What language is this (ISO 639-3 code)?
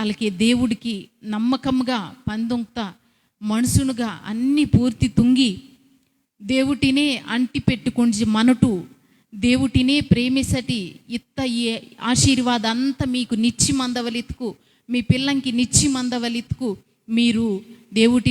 kff